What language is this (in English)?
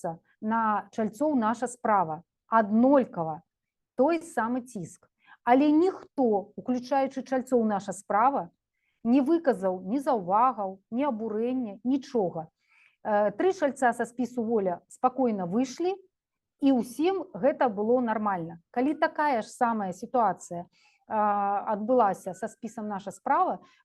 Belarusian